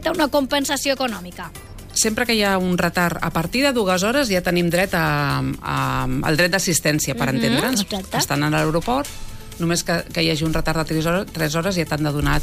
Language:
Catalan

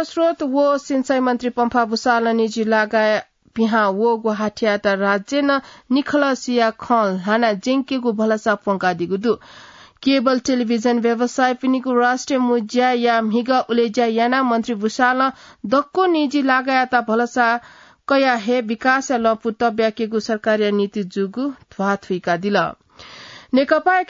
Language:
Newari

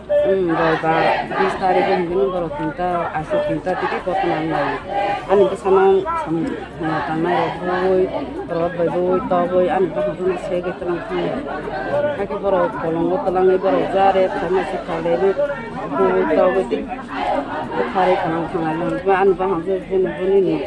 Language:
Kok Borok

